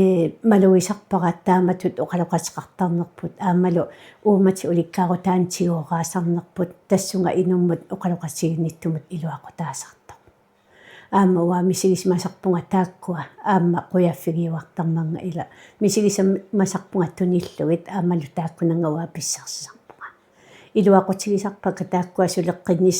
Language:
Kalaallisut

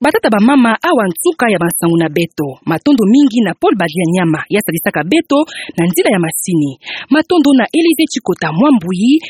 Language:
Kituba (Democratic Republic of Congo)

